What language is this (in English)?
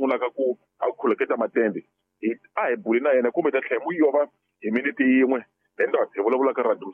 Tsonga